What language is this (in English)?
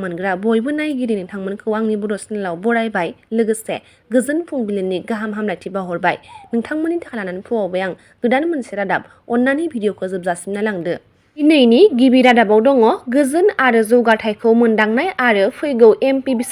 Bodo